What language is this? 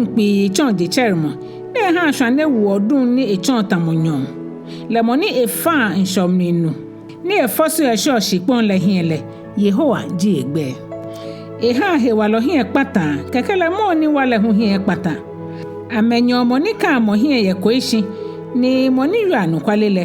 Ga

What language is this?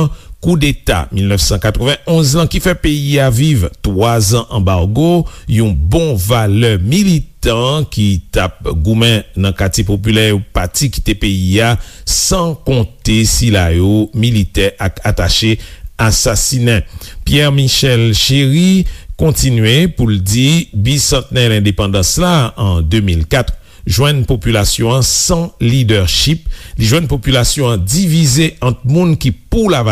Haitian Creole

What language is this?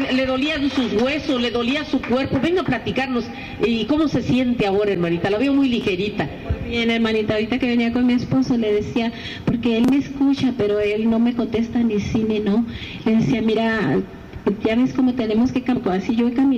Spanish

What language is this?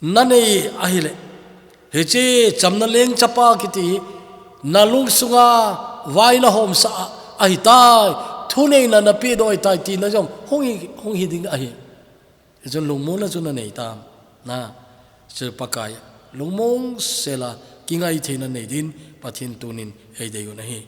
Thado Chin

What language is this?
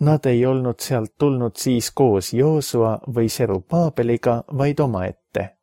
Estonian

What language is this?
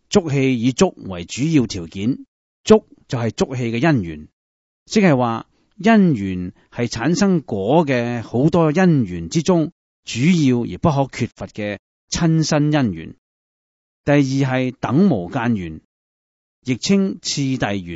Cantonese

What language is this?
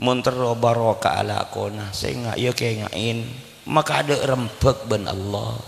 Madurese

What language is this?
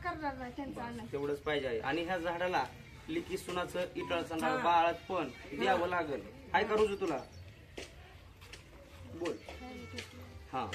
Marathi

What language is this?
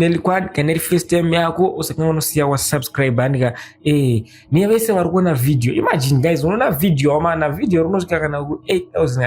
Shona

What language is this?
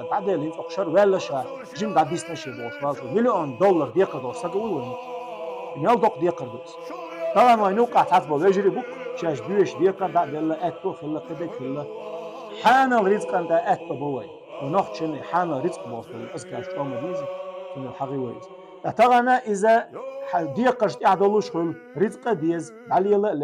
Chechen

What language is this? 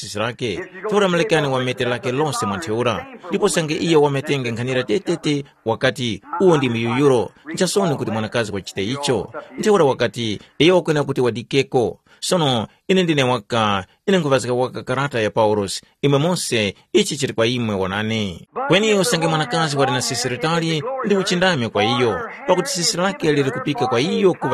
Tumbuka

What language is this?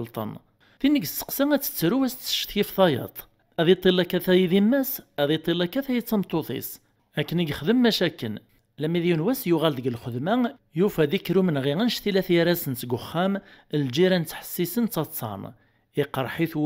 Kabyle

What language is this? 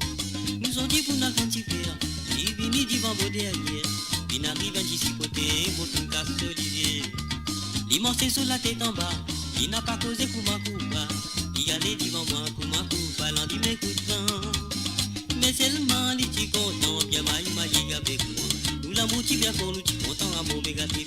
Morisyen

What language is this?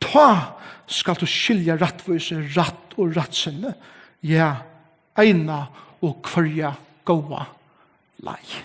Faroese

